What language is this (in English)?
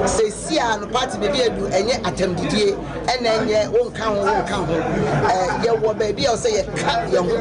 Akan